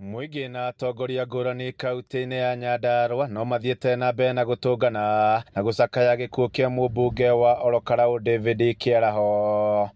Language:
Kikuyu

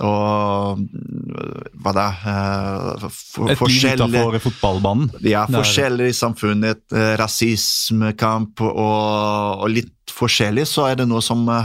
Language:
Norwegian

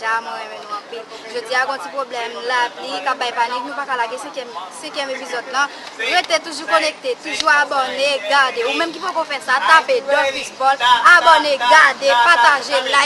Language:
Haitian Creole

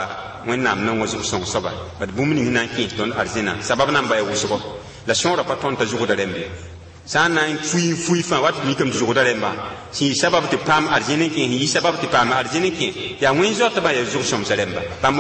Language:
Mossi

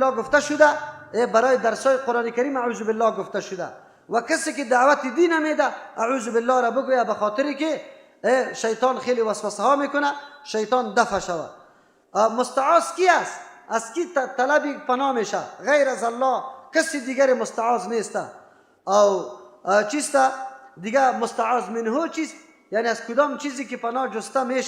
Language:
Persian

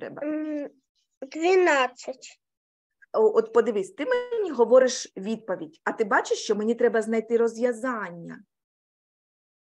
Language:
Ukrainian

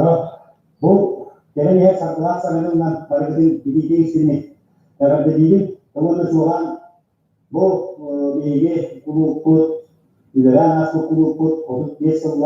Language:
Yakut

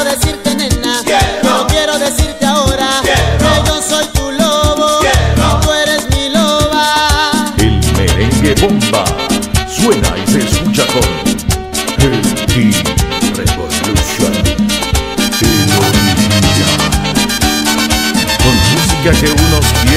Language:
Spanish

